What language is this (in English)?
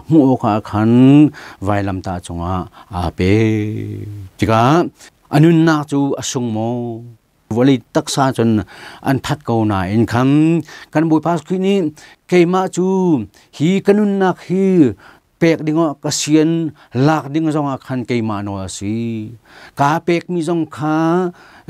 Hakha Chin